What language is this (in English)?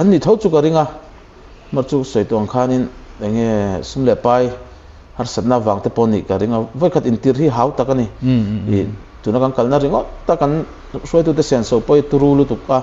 Mizo